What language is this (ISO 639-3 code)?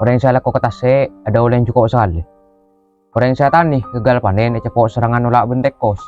mad